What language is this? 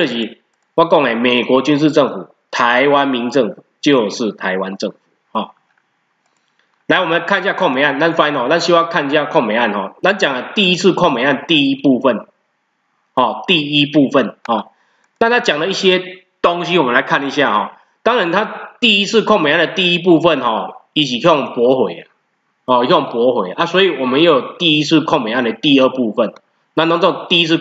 Chinese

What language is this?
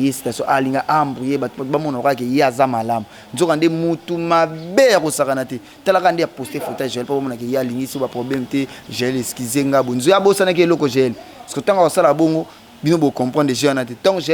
Lingala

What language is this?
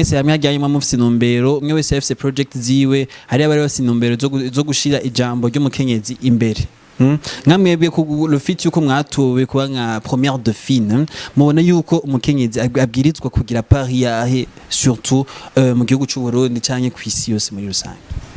Rundi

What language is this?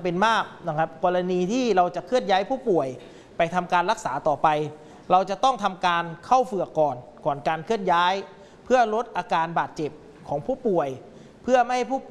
Thai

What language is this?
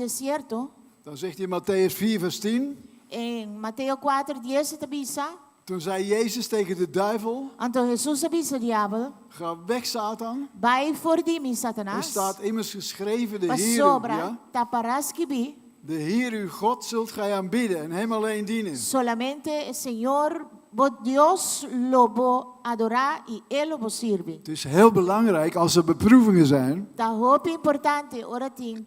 Papiamento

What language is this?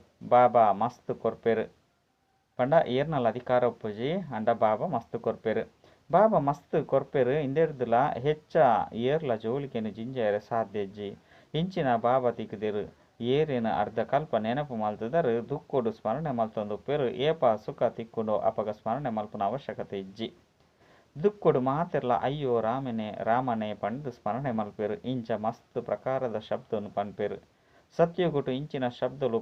Tulu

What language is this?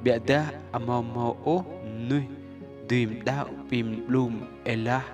Rade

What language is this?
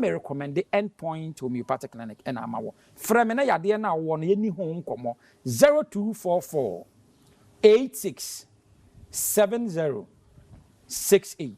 Akan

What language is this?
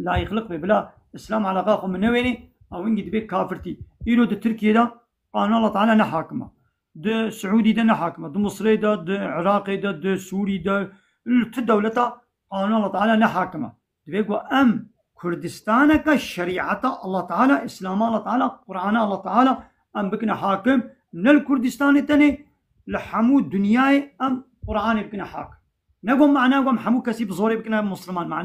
Kurdish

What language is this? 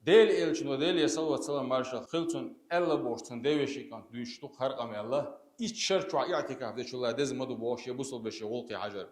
Chechen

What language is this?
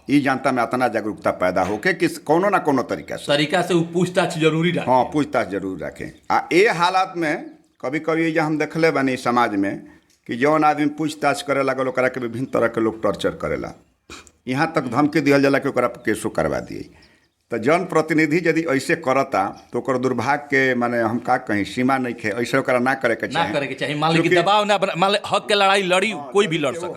Bhojpuri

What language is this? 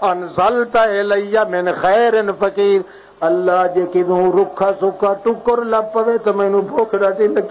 Western Panjabi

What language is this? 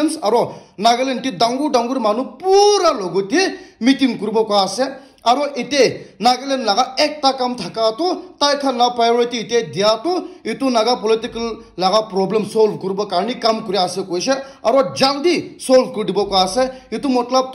Naga Pidgin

